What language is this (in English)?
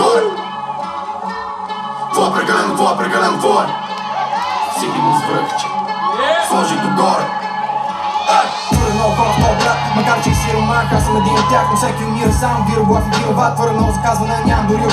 Bulgarian